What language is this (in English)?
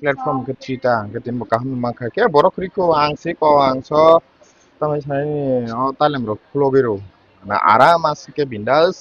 Kok Borok